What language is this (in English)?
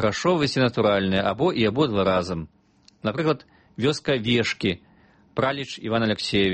Belarusian